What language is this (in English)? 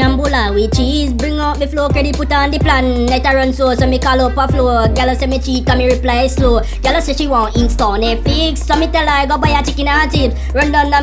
Jamaican Creole English